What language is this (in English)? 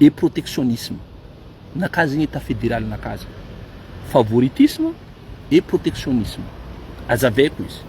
Malagasy